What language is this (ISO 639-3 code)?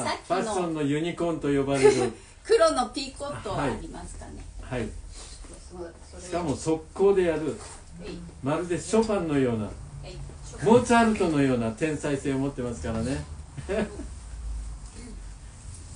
jpn